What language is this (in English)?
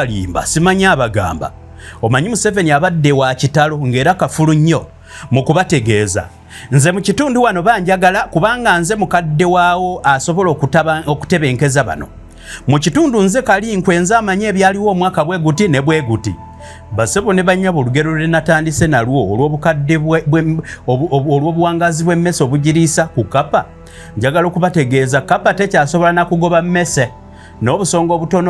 Ganda